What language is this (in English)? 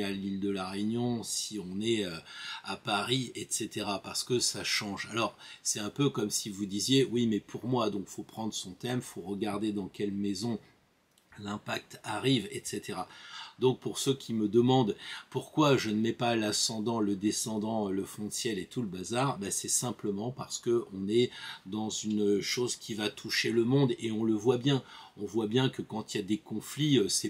French